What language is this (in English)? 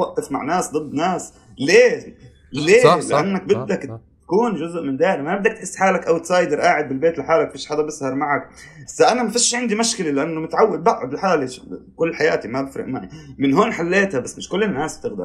North Levantine Arabic